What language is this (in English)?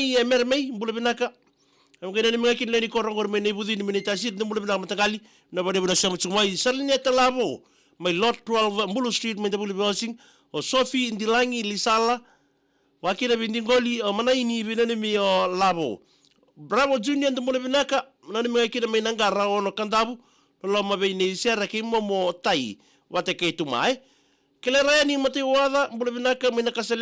Fijian